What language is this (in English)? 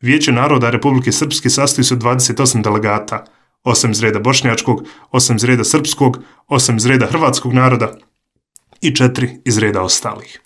Croatian